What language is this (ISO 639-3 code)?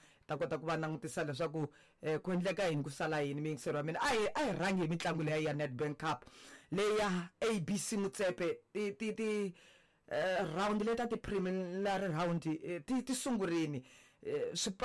tso